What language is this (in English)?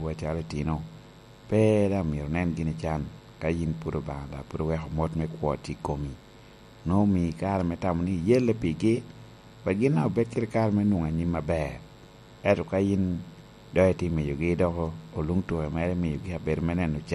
Lango (Uganda)